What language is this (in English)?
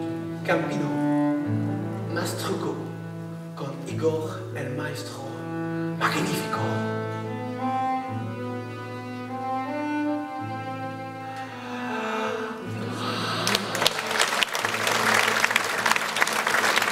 Dutch